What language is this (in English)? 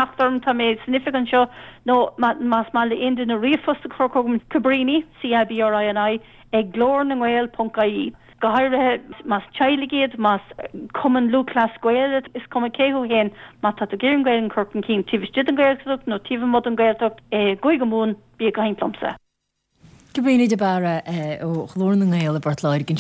Irish